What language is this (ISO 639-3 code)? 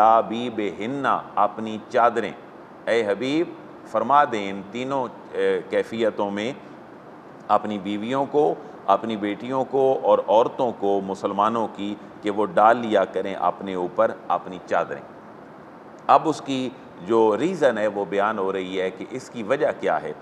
urd